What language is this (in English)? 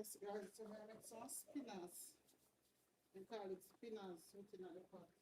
Jamaican Creole English